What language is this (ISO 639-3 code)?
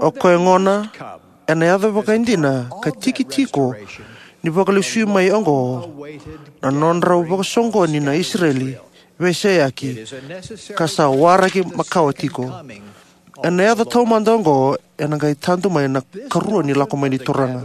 fij